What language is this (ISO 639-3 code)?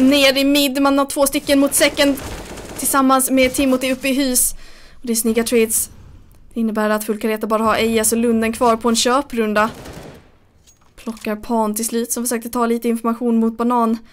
swe